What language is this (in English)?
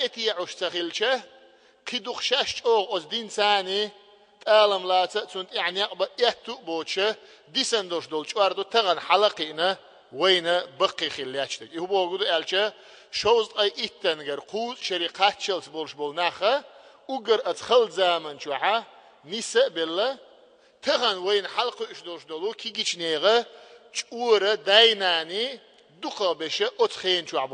Chechen